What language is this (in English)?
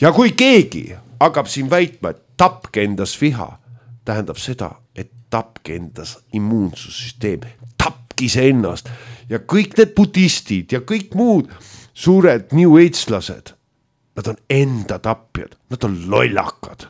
Estonian